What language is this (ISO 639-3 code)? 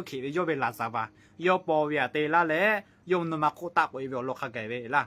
lhu